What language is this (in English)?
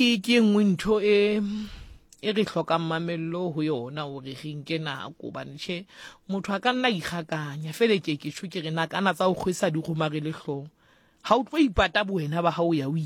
Southern Sotho